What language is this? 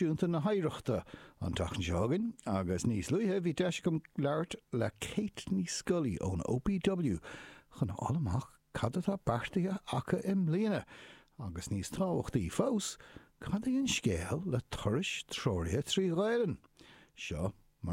Irish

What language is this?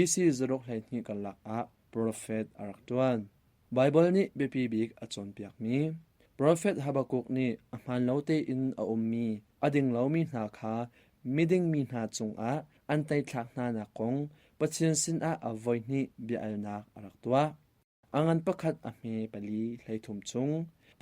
Hakha Chin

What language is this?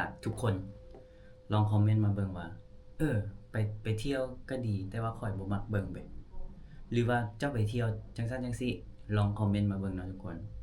Lao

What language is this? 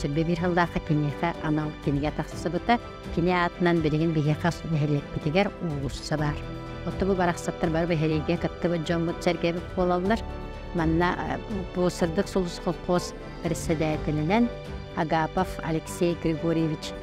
Yakut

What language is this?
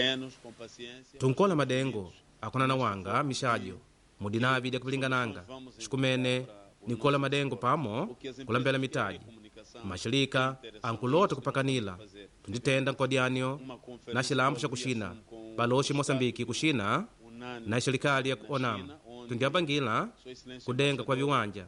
Makonde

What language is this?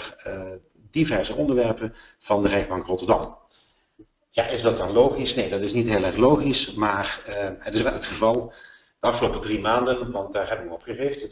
Dutch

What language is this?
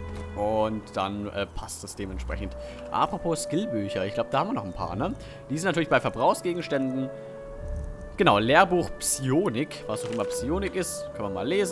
German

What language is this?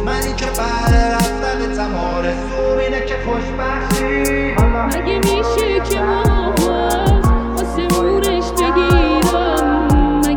Persian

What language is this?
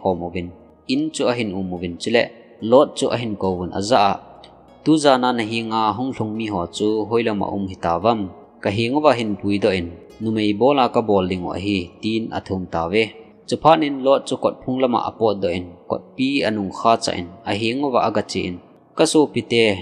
Thado Chin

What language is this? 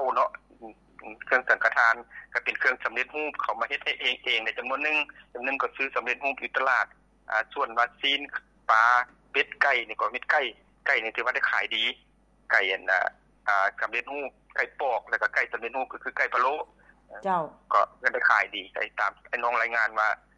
Lao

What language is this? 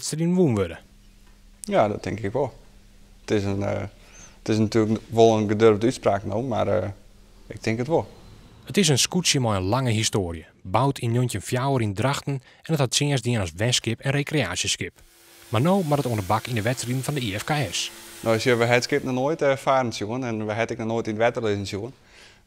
Western Frisian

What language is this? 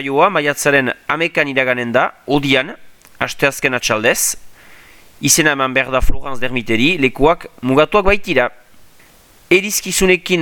Basque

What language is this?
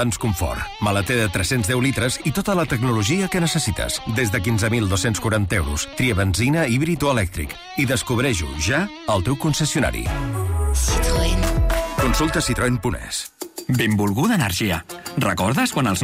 Catalan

